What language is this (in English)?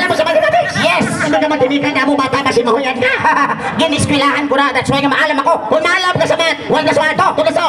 Hiligaynon